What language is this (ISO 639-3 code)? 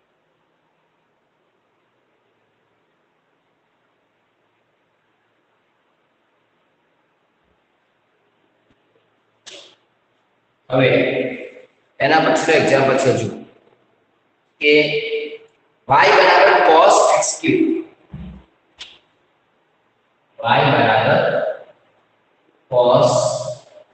guj